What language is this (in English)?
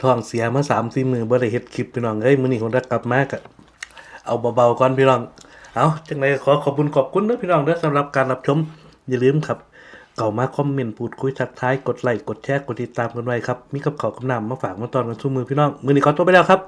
Northeastern Thai